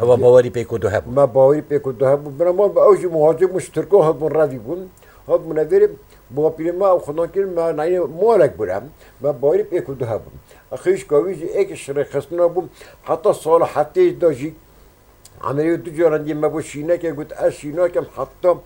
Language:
Kurdish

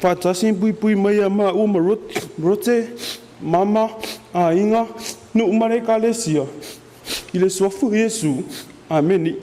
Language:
Samoan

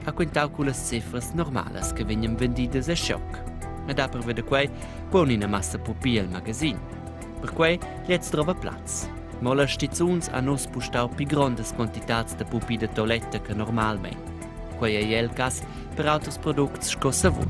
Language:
Romansh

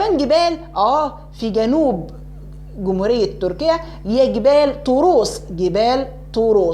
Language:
Egyptian Arabic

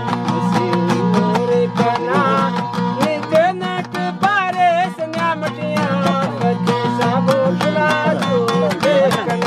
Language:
Brahui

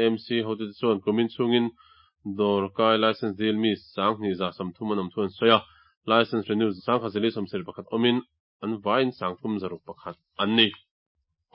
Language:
Mizo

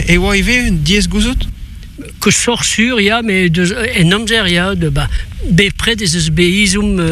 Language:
Breton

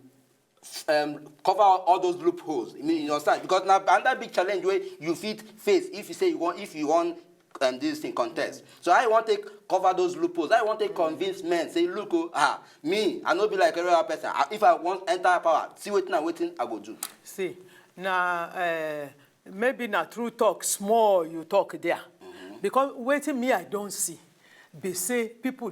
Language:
Nigerian Pidgin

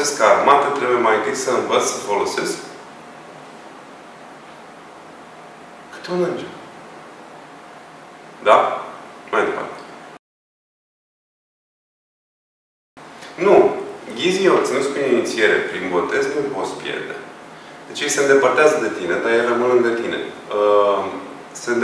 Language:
Romanian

